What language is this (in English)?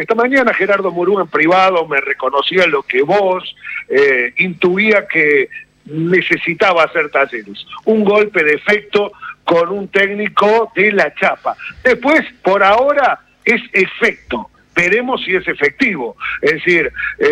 Spanish